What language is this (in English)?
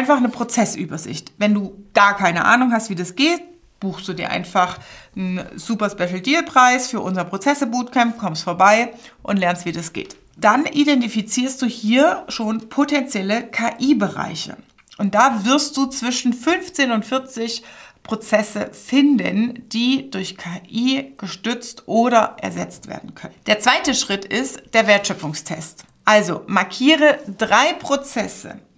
German